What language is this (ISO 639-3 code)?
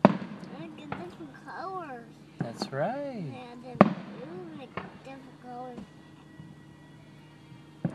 eng